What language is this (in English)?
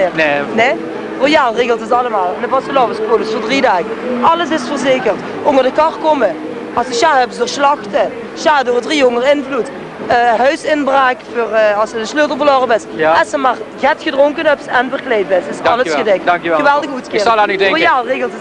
Limburgish